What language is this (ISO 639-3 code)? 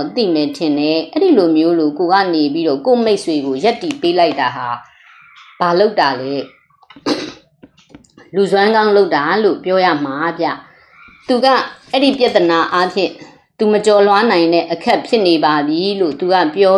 mya